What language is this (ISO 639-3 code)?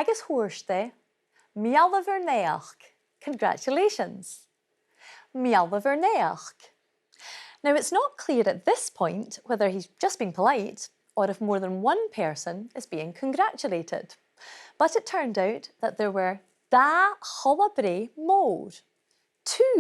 gla